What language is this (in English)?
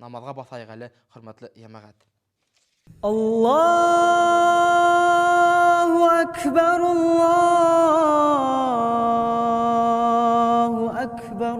Bashkir